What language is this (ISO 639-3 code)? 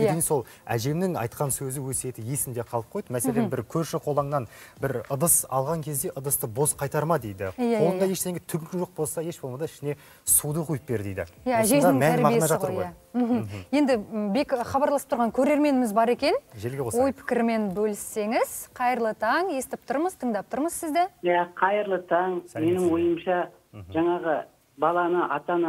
kaz